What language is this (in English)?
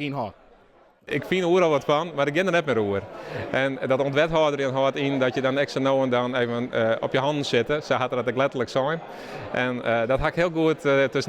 Western Frisian